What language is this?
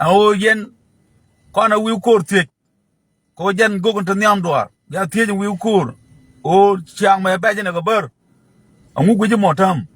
Nuer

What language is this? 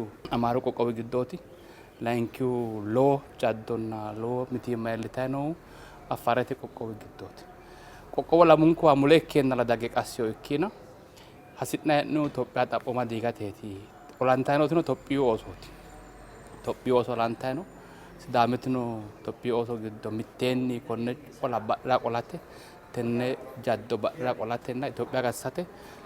Sidamo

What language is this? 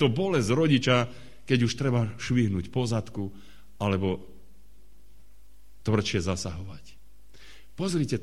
Slovak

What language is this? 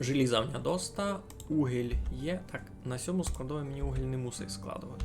Rusyn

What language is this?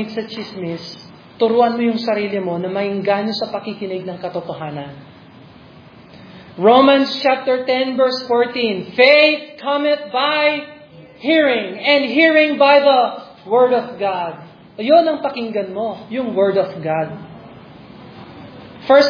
Filipino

